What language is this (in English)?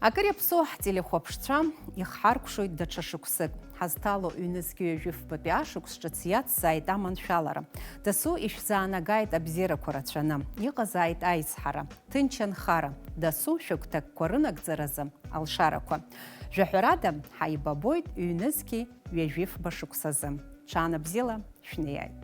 Abkhazian